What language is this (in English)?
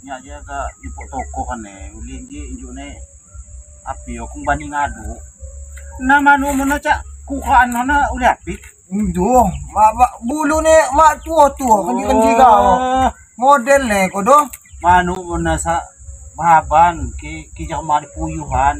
Lampung Api